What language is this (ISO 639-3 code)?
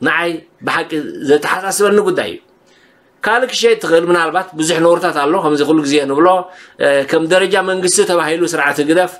tir